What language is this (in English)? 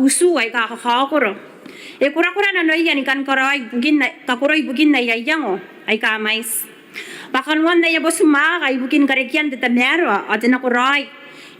Gilbertese